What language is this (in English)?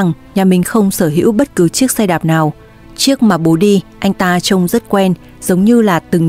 Vietnamese